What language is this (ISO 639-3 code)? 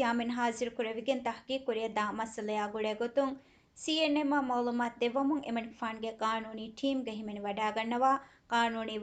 div